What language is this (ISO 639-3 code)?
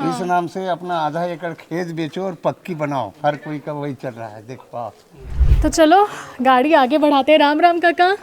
hne